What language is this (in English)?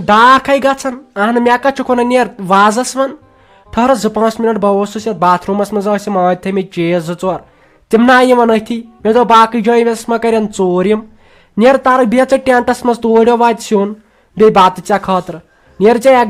Kashmiri